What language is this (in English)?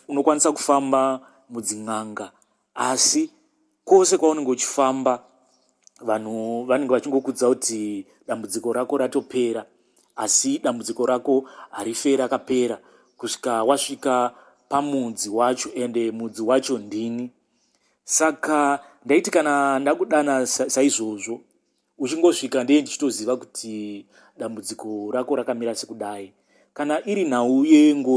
Shona